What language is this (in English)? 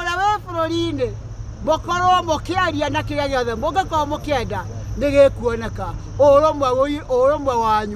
Kikuyu